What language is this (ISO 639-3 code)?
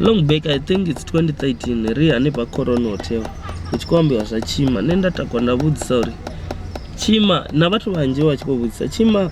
ven